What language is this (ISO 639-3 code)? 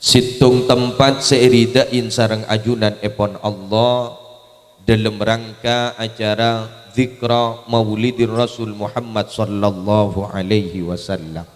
mad